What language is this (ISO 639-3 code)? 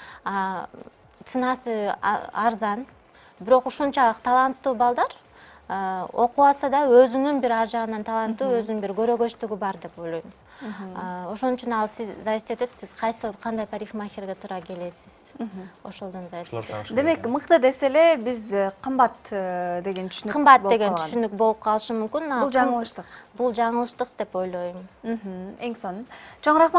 kir